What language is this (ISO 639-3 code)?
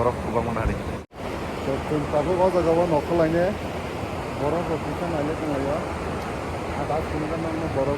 trp